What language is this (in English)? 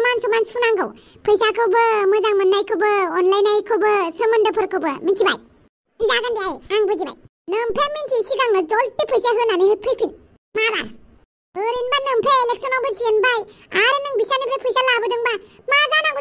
Bodo